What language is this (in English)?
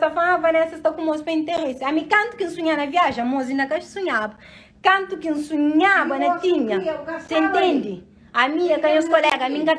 Kabuverdianu